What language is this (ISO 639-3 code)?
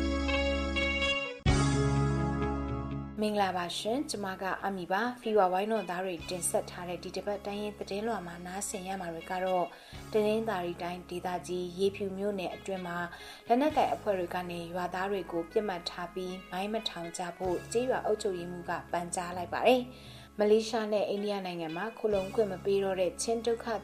mya